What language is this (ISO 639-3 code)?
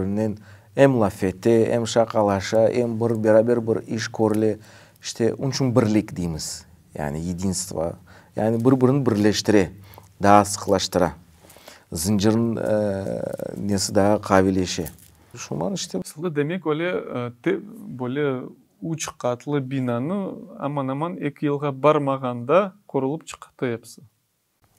crh